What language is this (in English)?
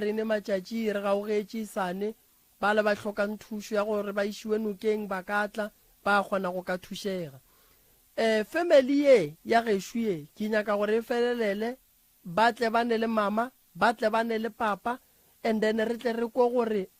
Northern Sotho